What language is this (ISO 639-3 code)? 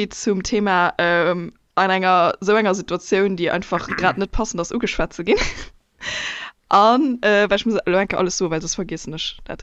ltz